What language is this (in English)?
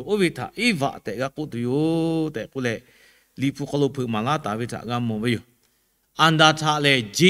Lahu